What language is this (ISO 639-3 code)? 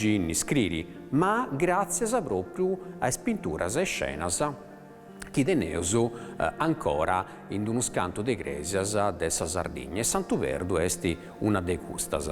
srd